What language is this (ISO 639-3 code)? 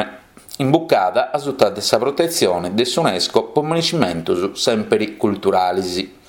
srd